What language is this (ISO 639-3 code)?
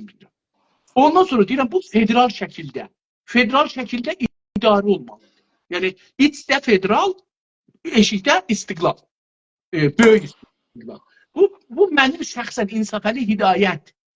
azb